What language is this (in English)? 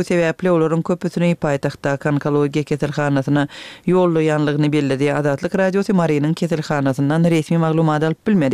Turkmen